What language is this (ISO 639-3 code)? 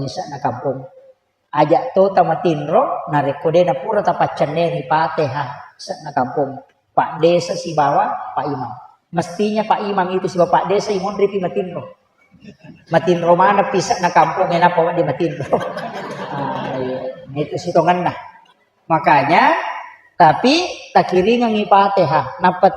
bug